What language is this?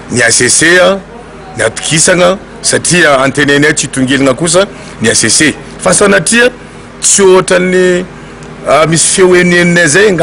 Malagasy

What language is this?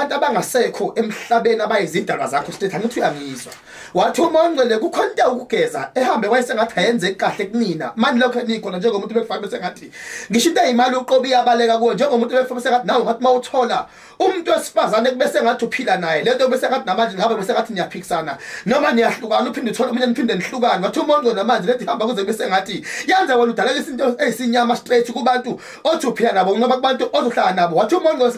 Zulu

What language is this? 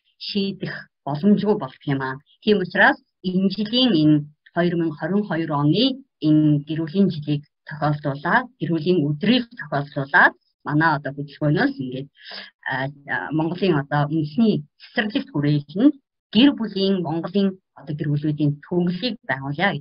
Mongolian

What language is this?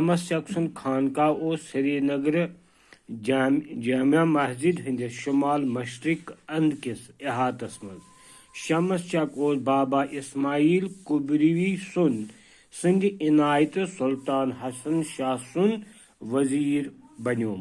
Kashmiri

